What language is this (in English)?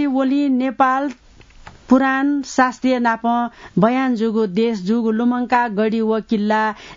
Newari